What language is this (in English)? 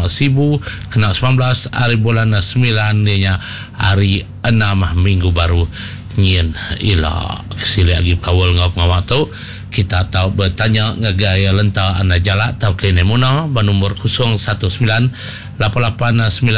Iban